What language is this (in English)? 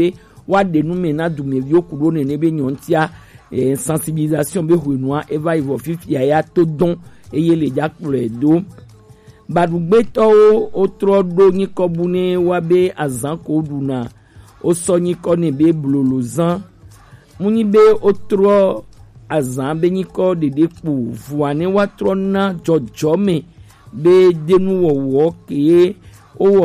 Gen